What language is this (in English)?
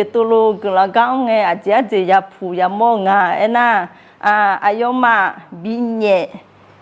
Akha